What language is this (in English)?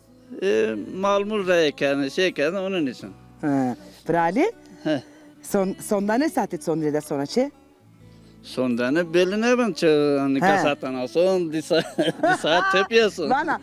Zaza